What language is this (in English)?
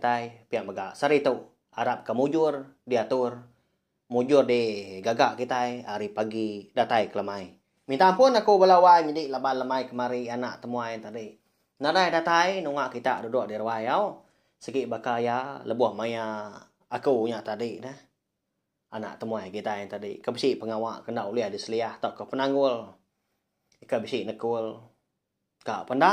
Iban